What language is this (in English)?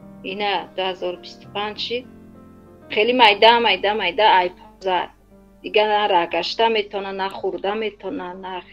Tajik